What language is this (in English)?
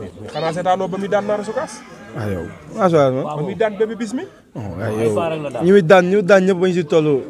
Wolof